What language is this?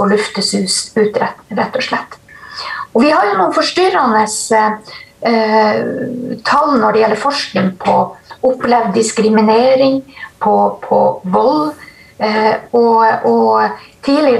Norwegian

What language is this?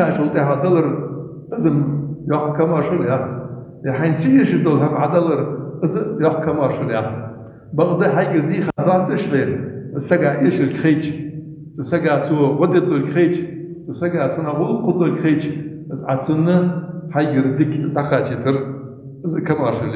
Ingush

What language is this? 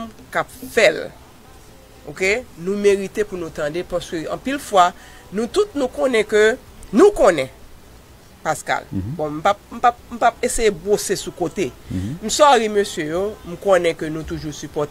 Haitian Creole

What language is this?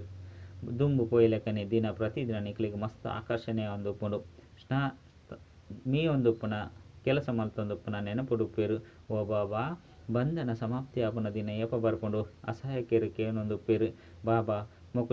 Tulu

